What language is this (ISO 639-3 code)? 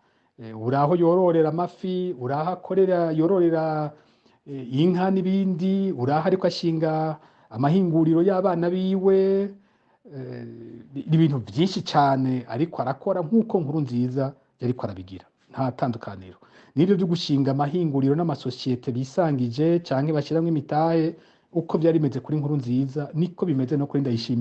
run